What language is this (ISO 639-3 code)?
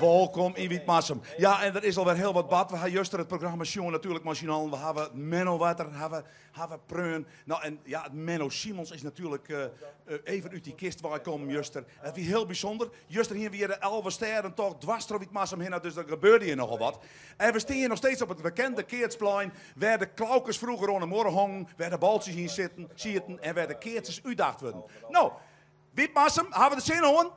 fry